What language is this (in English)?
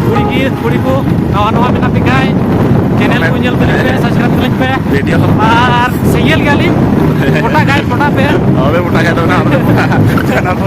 Santali